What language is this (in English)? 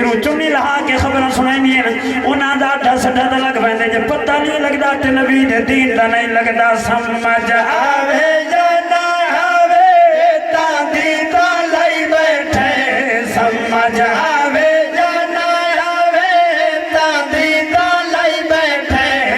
Saraiki